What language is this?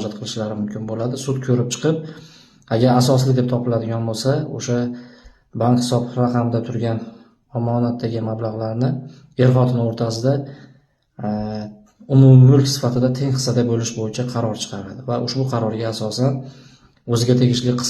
Uzbek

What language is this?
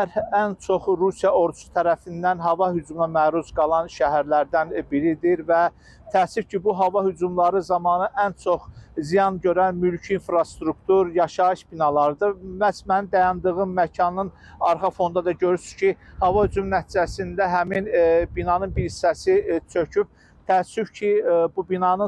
Azerbaijani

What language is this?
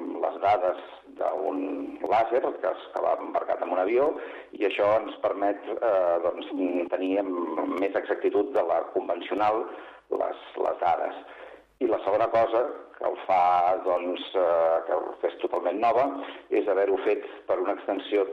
Catalan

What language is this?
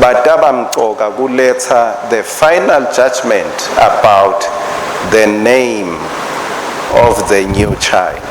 Swati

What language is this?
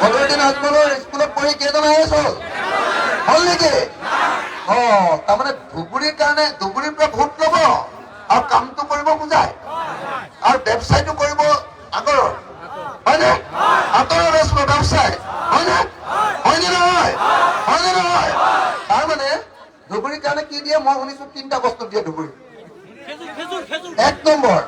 Assamese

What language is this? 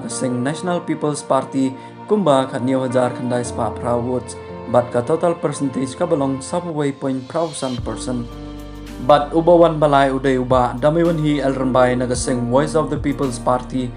Khasi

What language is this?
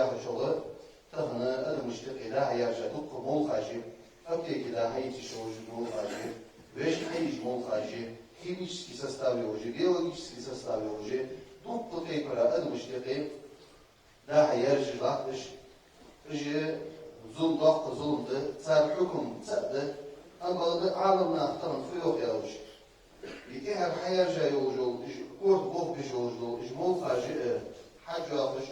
Ingush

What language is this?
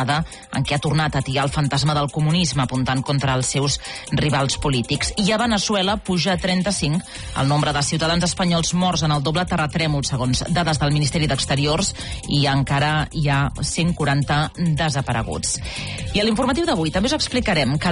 Catalan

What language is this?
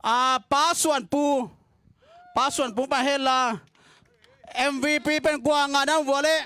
Tedim Chin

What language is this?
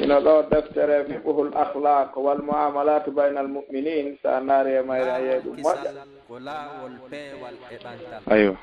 Fula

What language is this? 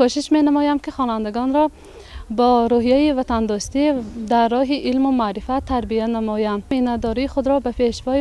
Tajik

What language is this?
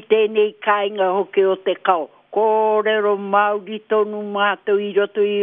Māori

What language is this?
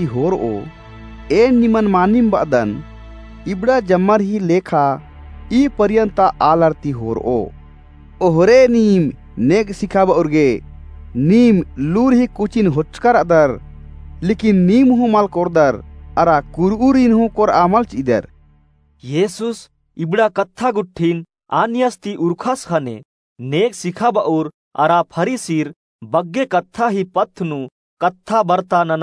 Kurukh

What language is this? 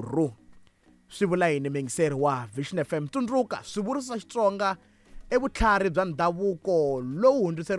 Tsonga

